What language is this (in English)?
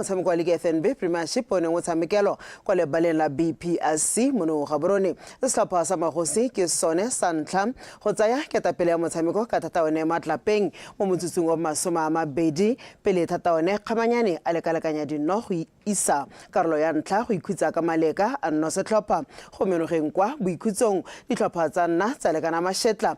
Tswana